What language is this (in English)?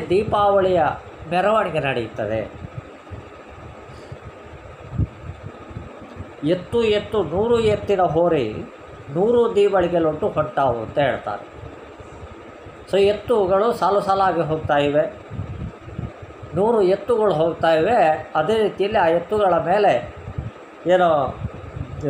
Kannada